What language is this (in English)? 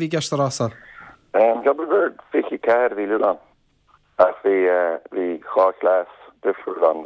Irish